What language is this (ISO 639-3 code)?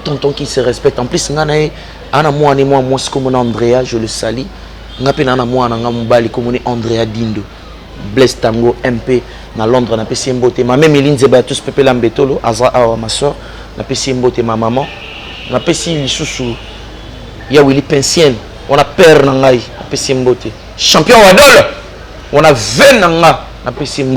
lin